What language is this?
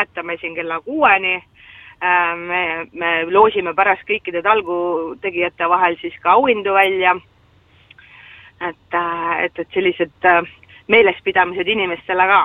Estonian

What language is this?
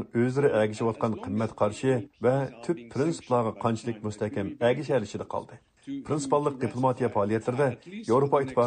Uyghur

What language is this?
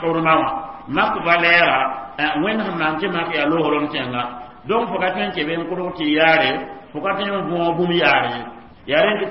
Mossi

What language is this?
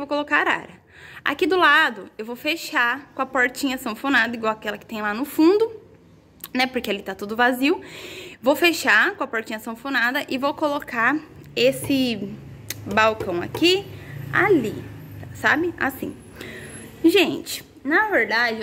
Portuguese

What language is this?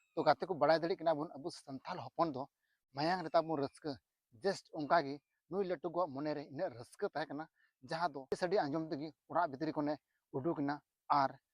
Santali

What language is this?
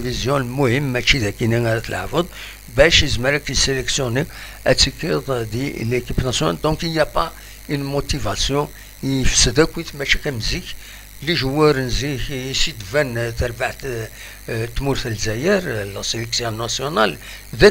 Kabyle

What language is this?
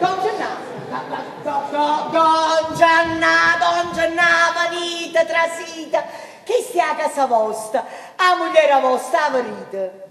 Neapolitan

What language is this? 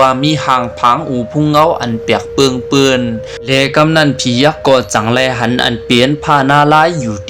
Lao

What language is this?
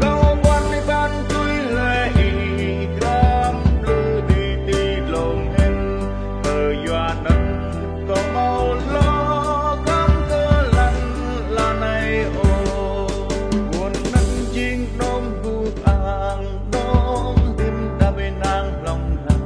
Central Mnong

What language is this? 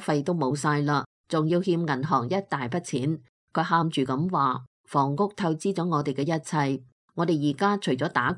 Cantonese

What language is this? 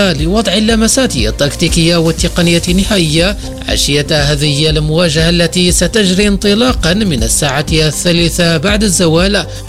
Arabic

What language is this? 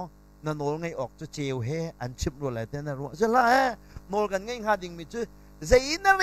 Hakha Chin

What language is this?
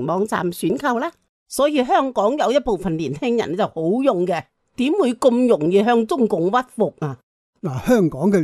Cantonese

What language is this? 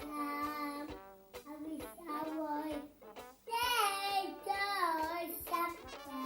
Kalaallisut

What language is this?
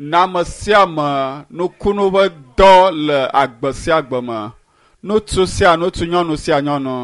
Ewe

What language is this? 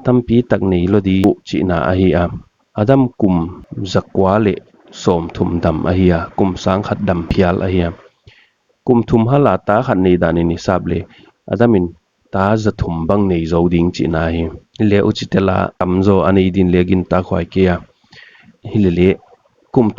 Paite Chin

